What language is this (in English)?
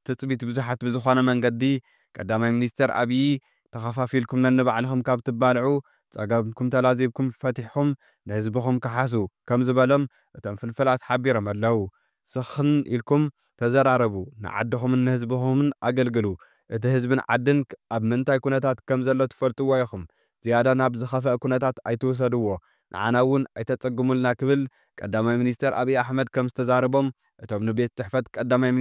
Tigrinya